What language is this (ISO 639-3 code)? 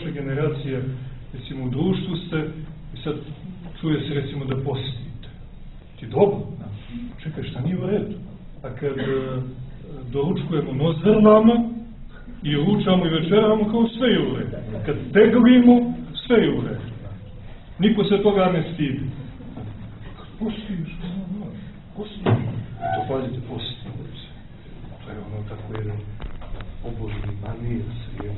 srp